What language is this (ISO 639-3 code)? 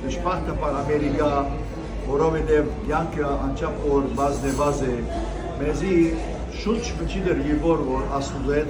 hyw